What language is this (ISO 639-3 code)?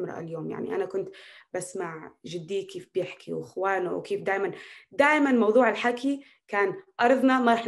apc